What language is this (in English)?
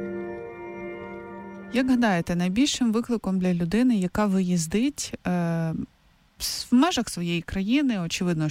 Ukrainian